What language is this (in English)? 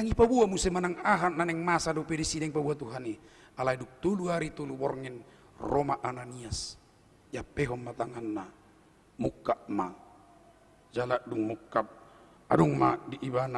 Batak Toba